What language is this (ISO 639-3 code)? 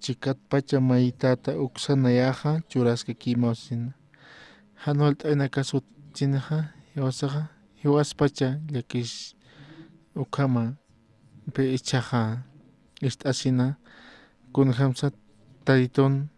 aym